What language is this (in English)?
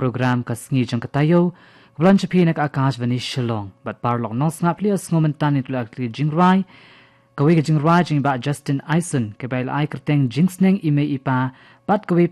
Khasi